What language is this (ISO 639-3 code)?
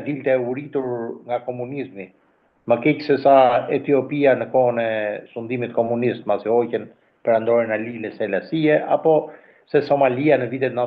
sqi